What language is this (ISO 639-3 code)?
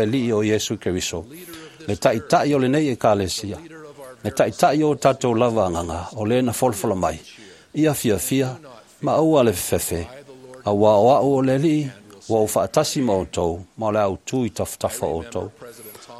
smo